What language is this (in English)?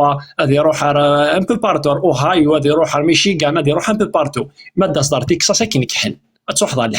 Kabyle